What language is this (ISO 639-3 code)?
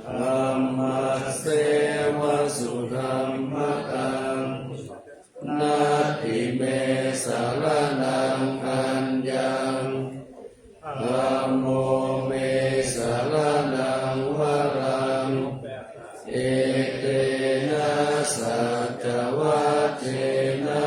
pli